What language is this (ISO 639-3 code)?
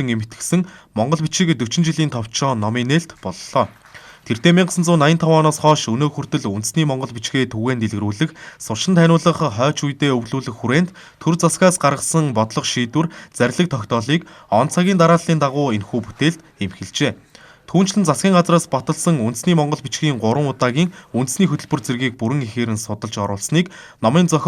mon